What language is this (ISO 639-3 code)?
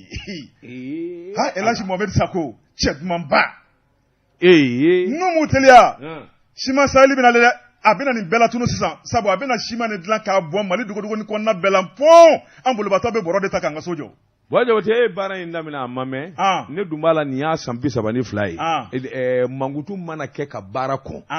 bam